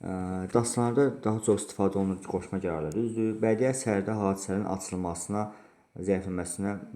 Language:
Azerbaijani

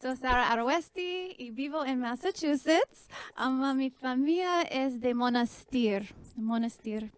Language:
Ladino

